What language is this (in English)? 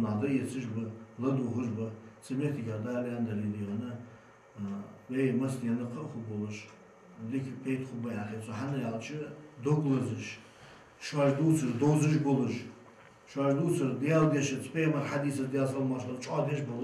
Ingush